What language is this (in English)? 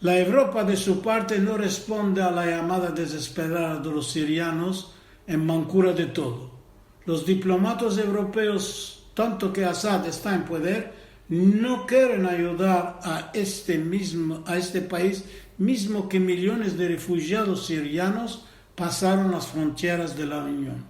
Ladino